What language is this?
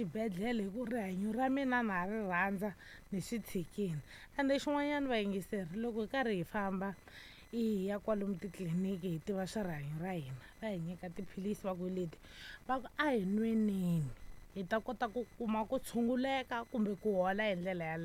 Tsonga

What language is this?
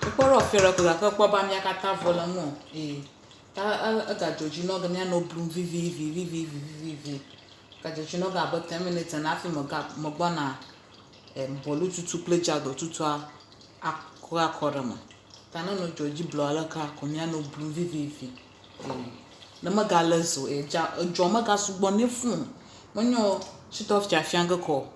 Ewe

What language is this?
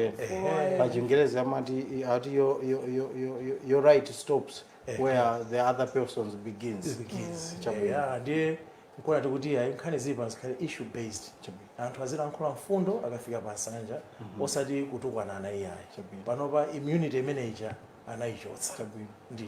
Nyanja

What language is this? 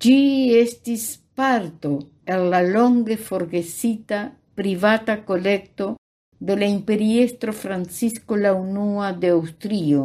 Esperanto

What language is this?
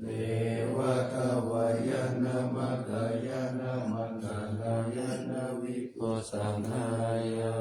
Pali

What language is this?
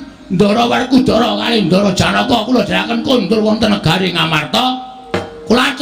Javanese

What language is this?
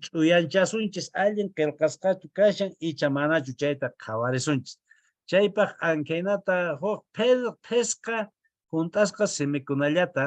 Quechua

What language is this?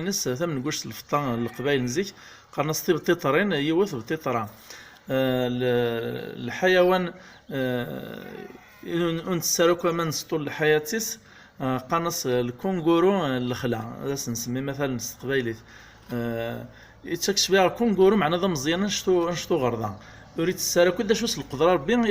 Kabyle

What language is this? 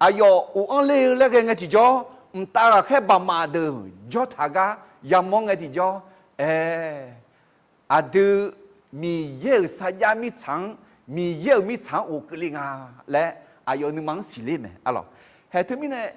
Akha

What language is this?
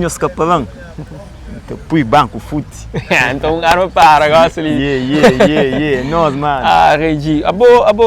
Kabuverdianu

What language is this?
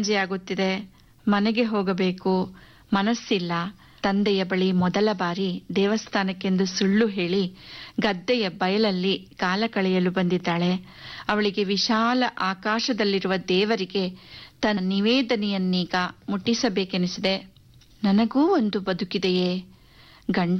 Kannada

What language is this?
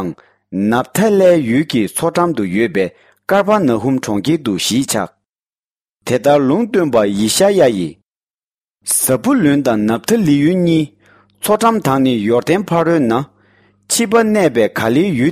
Tibetan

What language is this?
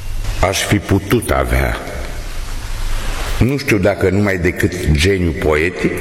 Romanian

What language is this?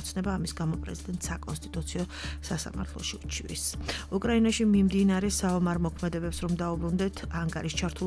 Georgian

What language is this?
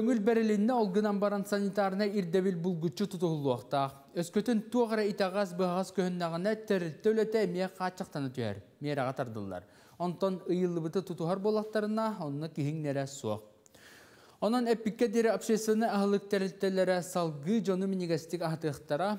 Yakut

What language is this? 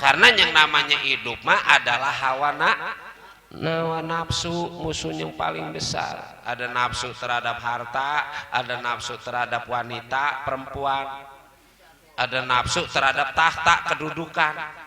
Betawi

